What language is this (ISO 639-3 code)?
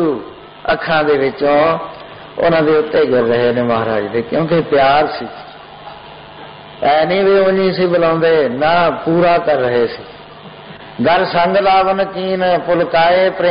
pan